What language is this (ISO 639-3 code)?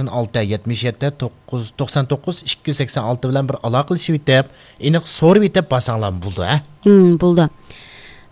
uig